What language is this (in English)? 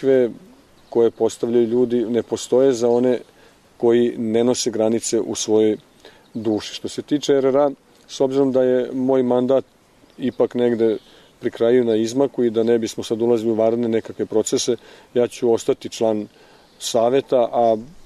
Serbian